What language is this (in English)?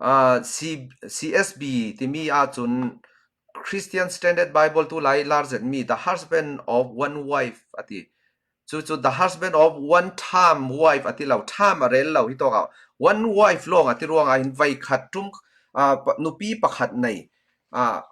Falam Chin